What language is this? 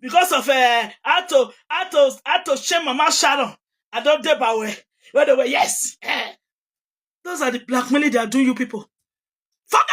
Nigerian Pidgin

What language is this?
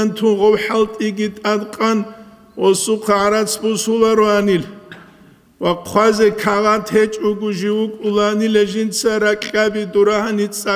Avaric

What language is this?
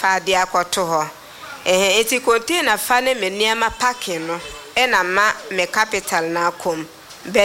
Akan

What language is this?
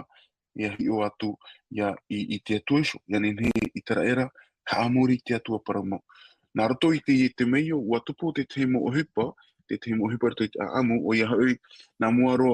Tahitian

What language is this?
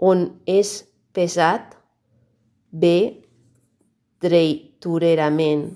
Catalan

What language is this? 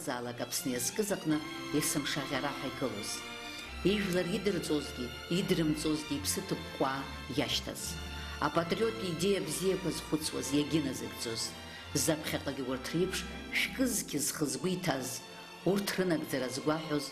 Abkhazian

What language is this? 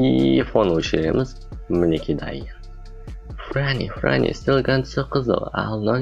Kazakh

